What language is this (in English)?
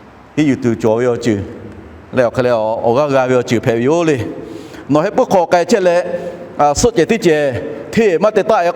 Lahu